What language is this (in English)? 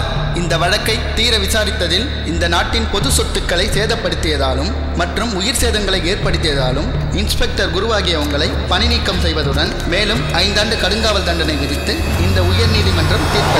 Tamil